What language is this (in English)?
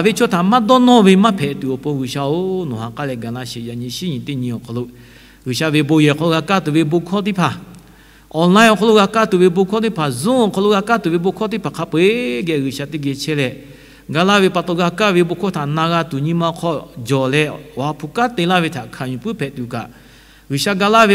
Lahu